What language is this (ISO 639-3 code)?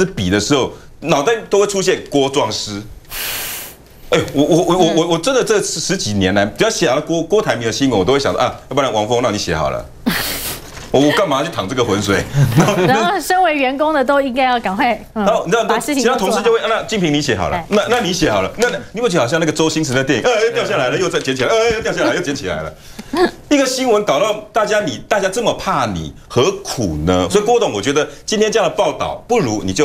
zho